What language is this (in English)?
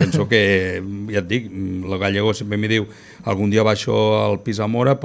Catalan